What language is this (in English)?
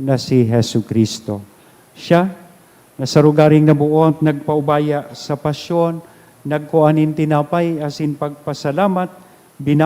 Bikol